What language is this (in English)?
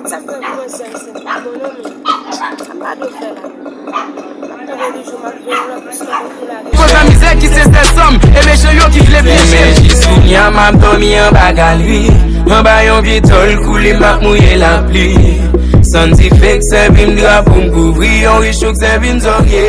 Haitian Creole